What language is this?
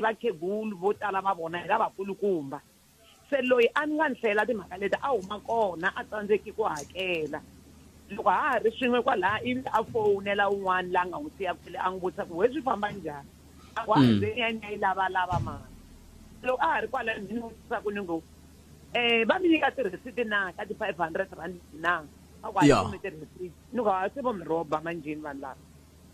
Tsonga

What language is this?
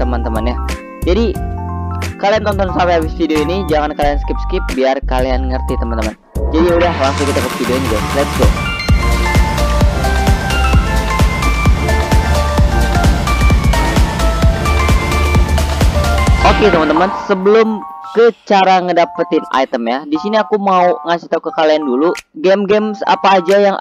Indonesian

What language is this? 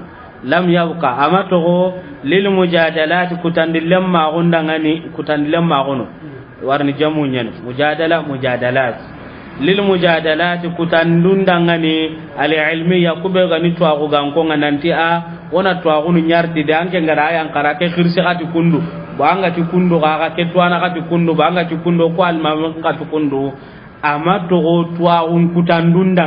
Soninke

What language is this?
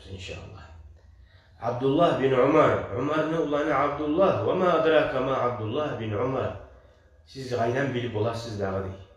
Kumyk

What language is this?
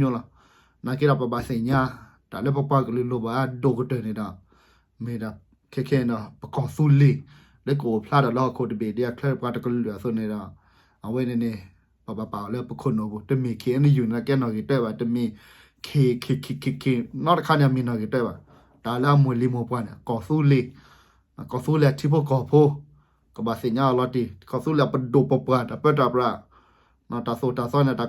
S'gaw Karen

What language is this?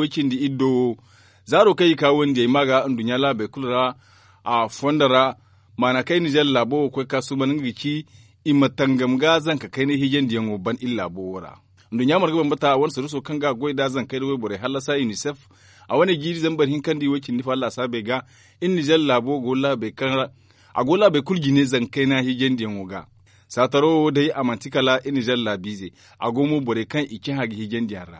Zarma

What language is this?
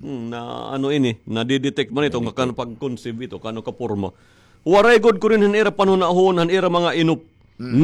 Waray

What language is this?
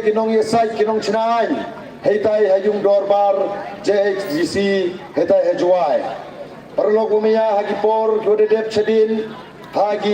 Pnar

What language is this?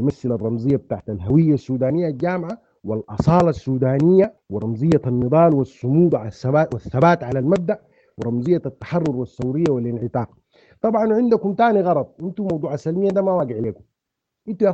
Sudanese Arabic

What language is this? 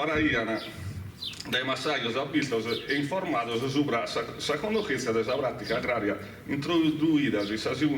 Sardinian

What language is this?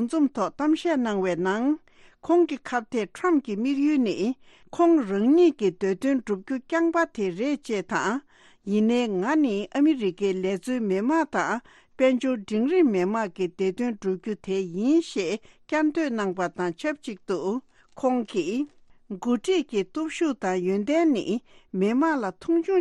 Tibetan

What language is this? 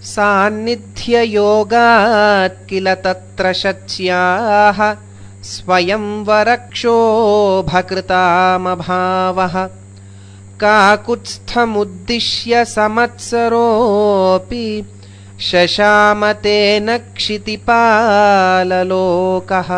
Sanskrit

